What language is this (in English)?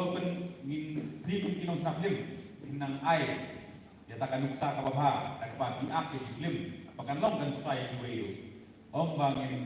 Khasi